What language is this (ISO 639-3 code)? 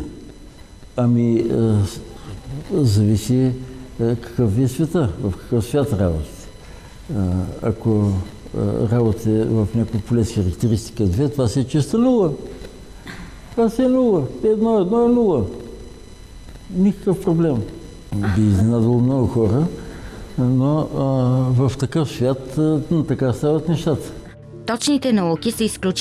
bul